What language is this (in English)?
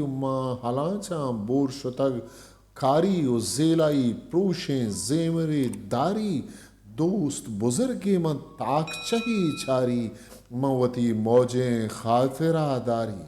Eastern Balochi